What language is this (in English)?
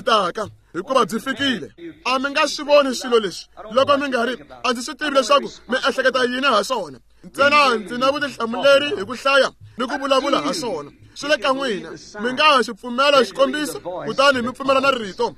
Tsonga